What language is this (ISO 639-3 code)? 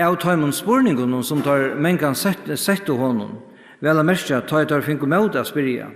fao